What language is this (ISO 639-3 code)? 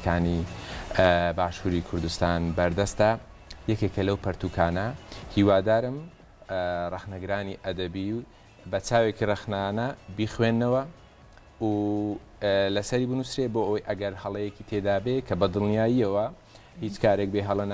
ckb